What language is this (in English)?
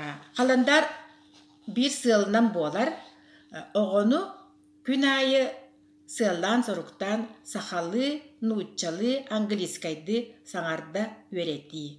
Yakut